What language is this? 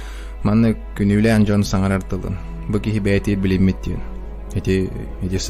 Yakut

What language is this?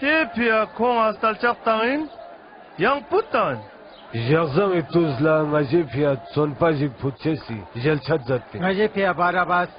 Ladakhi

